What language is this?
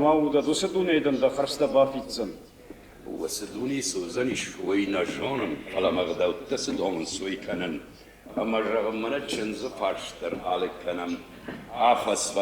Ossetic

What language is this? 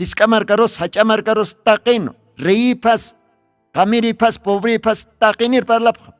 Aymara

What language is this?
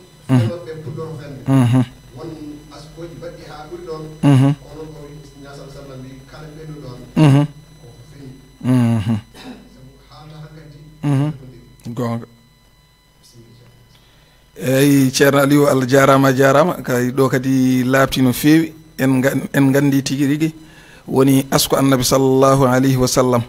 Fula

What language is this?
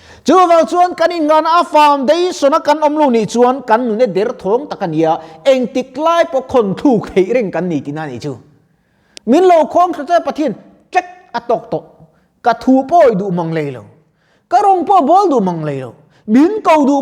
Mizo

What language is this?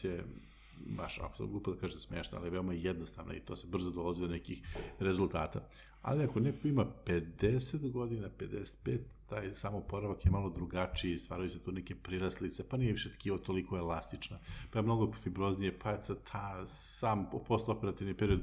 Serbian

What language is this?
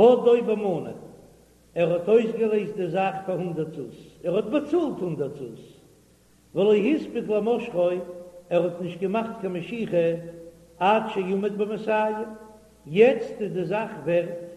Yiddish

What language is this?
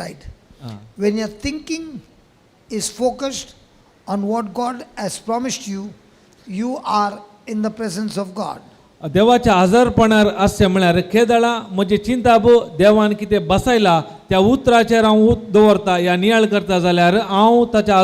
Konkani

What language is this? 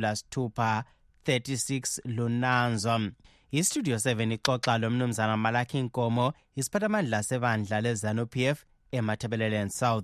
North Ndebele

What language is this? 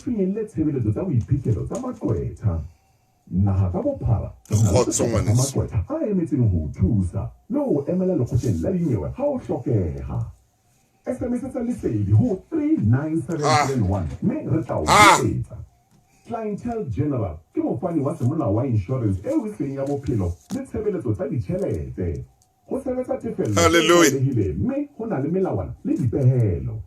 Southern Sotho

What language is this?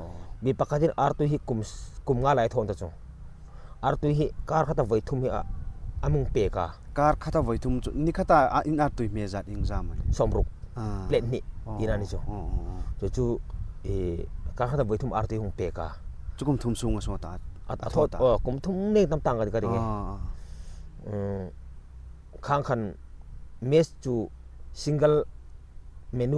Hmar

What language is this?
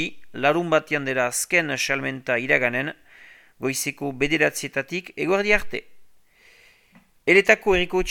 Basque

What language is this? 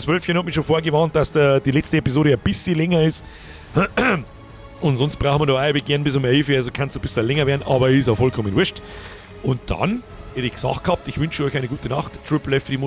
Bavarian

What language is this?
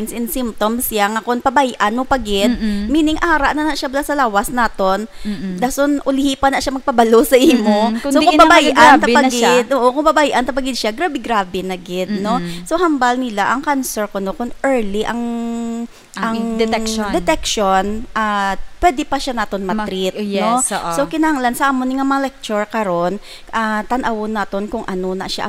Hiligaynon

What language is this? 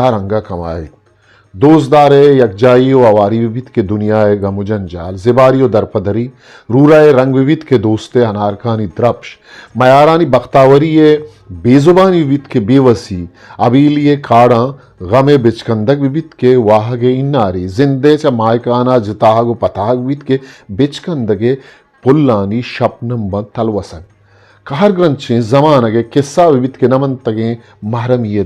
Eastern Balochi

